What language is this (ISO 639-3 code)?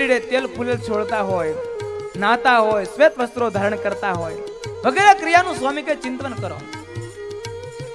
guj